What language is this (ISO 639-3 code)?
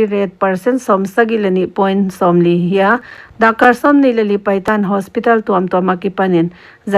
pck